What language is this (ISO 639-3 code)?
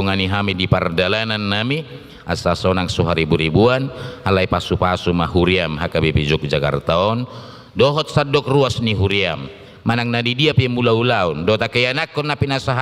bbc